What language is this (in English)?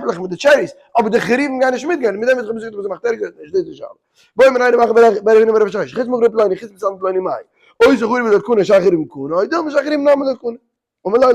Yiddish